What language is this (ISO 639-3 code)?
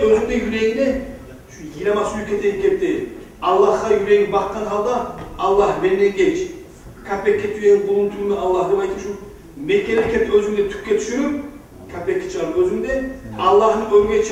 kum